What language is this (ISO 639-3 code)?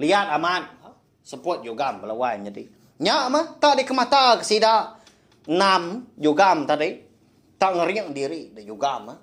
iba